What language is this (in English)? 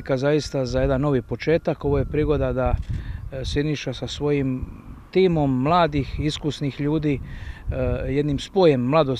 Croatian